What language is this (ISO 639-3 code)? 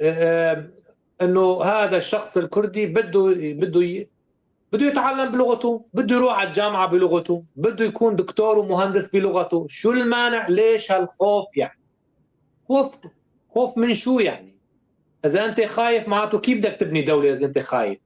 apc